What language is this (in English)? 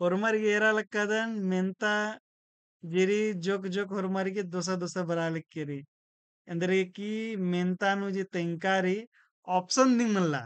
Kurukh